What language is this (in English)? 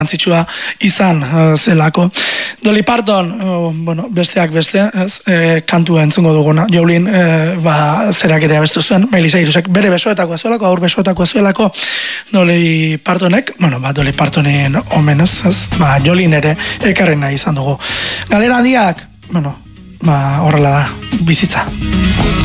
Basque